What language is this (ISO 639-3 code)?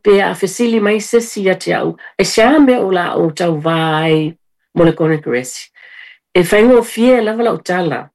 smo